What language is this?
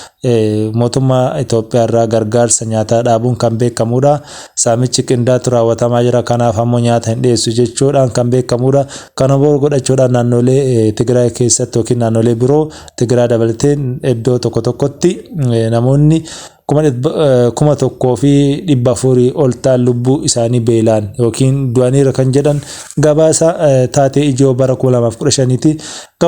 Oromo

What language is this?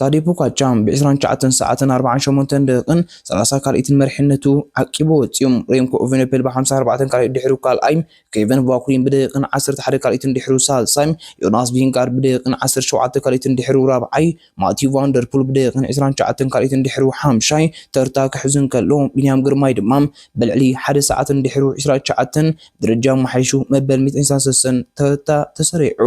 Tigrinya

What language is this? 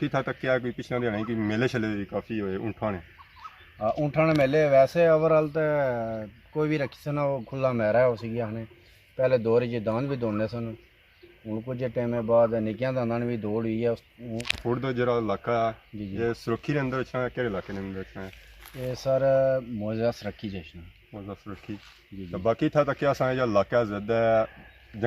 Pahari-Potwari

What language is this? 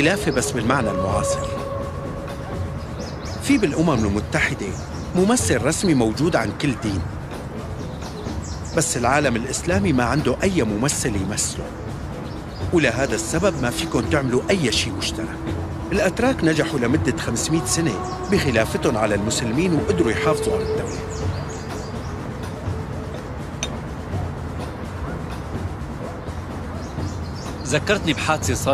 North Levantine Arabic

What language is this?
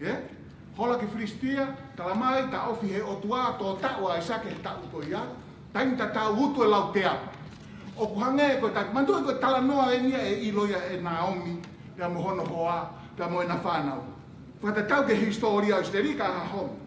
Tongan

